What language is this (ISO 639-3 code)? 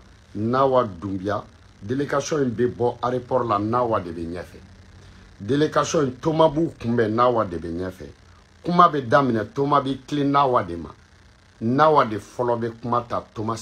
bam